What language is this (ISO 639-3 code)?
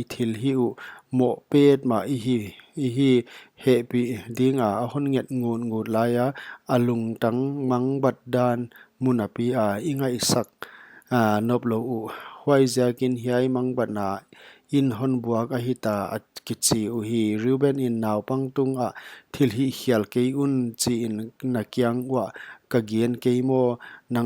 pck